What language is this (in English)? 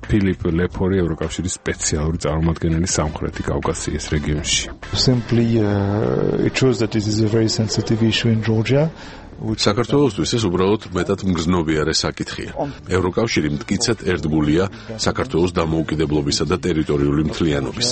Georgian